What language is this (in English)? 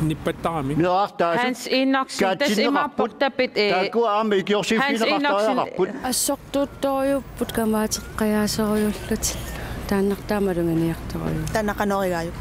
Kalaallisut